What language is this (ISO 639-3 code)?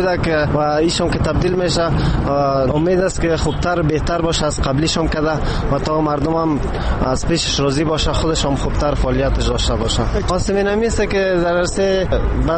fas